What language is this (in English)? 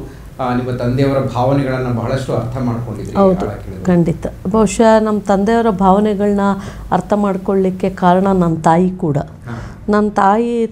Kannada